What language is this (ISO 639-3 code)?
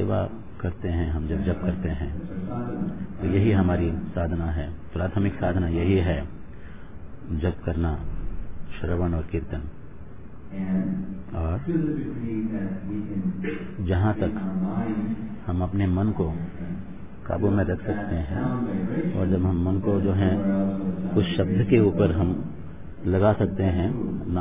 hin